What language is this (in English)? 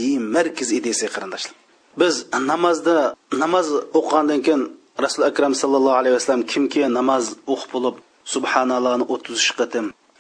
Uyghur